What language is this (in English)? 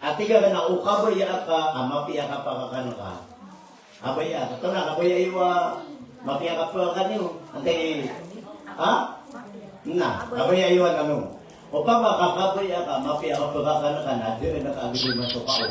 Maranao